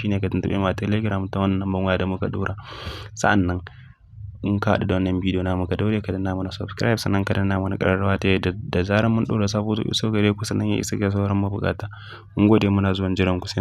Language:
Hausa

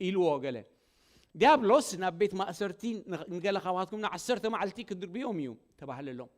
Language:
Tigrinya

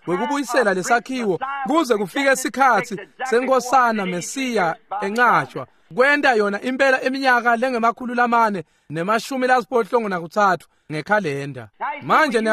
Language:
Swati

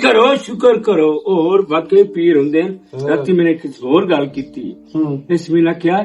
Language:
Western Panjabi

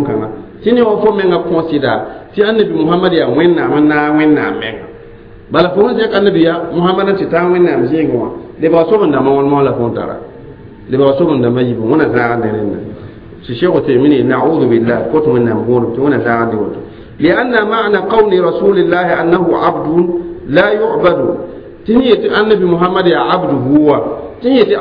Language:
Mossi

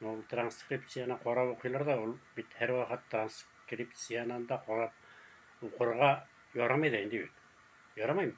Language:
Bashkir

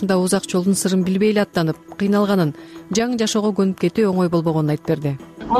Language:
Kyrgyz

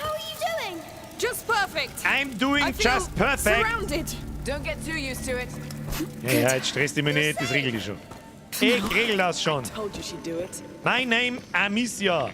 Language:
Bavarian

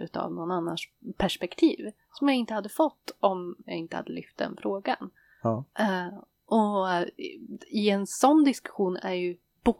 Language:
Swedish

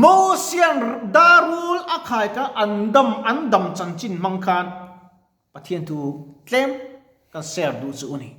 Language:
Mizo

